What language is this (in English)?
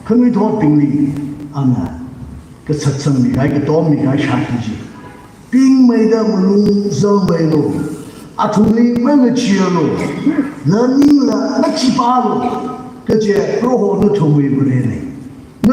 Tangkhul Naga (India)